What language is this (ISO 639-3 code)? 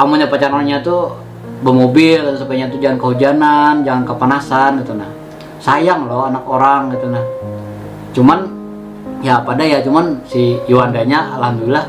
bjn